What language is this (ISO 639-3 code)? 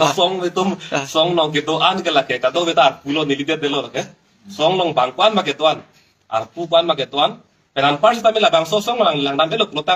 mjw